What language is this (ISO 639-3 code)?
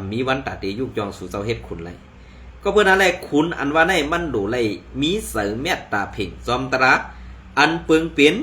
shn